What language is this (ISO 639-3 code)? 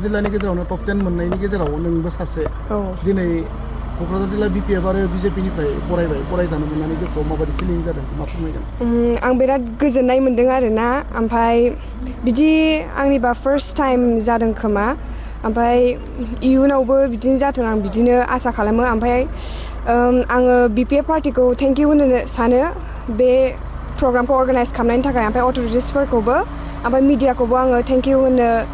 brx